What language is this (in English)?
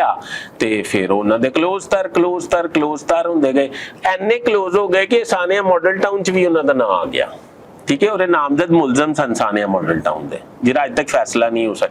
Western Panjabi